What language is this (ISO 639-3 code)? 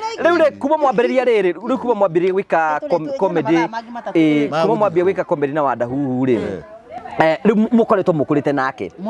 kik